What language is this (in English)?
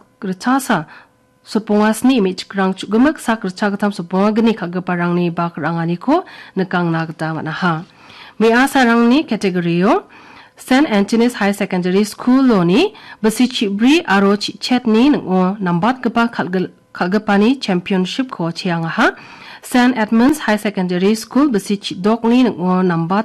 Garo